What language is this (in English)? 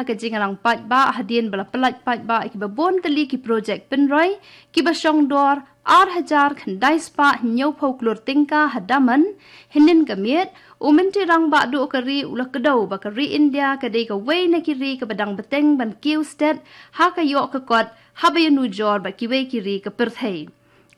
Khasi